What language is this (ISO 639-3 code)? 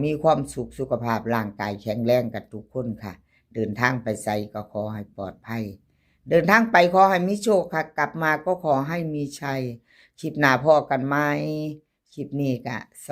tts